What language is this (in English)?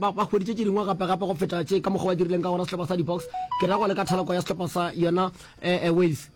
Northern Sotho